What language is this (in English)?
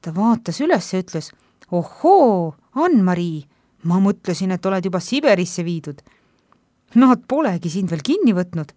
Estonian